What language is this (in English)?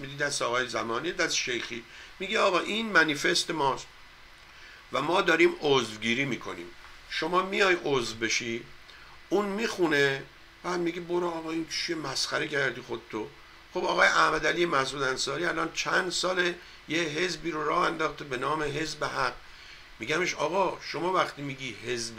Persian